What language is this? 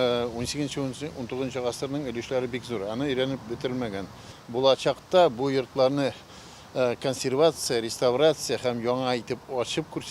Tatar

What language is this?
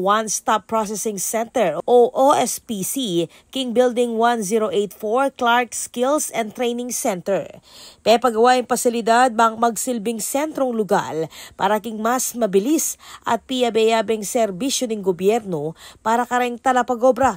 Pampanga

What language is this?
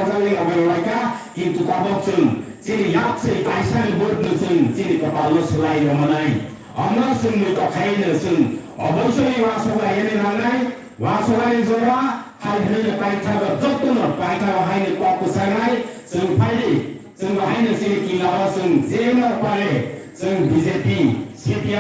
Kok Borok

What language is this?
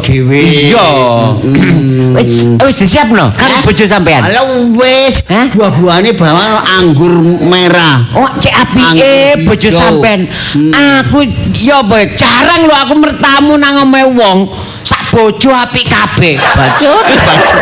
Javanese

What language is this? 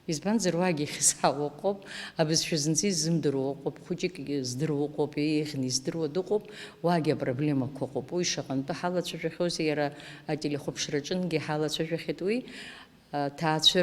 Abkhazian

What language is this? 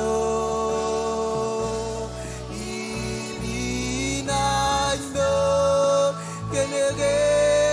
Marshallese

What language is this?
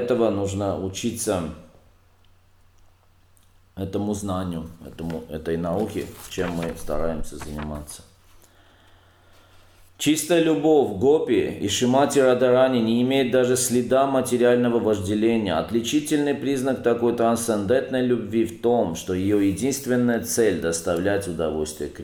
Russian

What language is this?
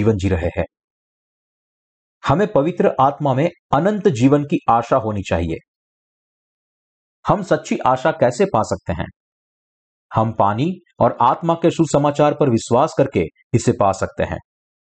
Hindi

